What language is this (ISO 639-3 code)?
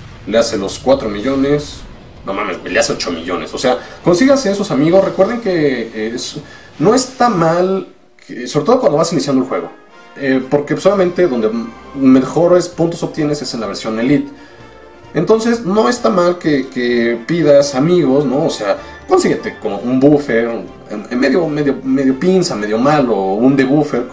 spa